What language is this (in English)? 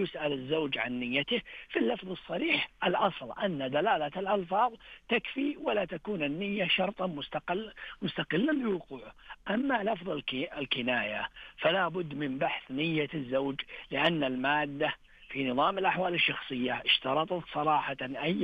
Najdi Arabic